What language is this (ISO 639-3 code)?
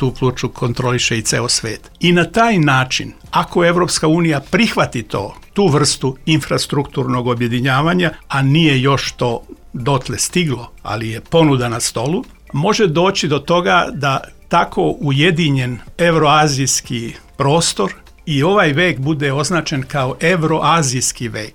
srp